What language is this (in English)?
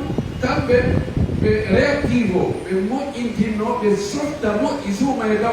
Pular